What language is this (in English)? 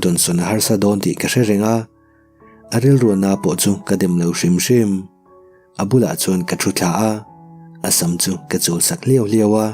Mizo